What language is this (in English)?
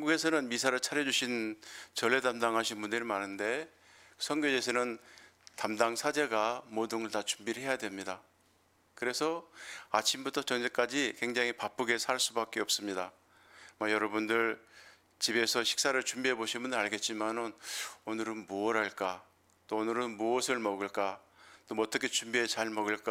Korean